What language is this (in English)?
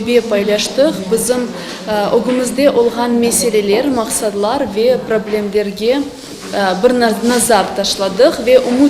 Crimean Tatar